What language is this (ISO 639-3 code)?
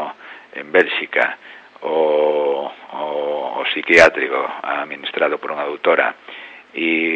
glg